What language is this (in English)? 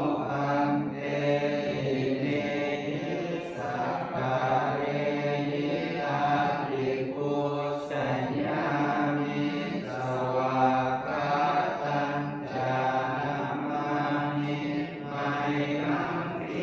Pali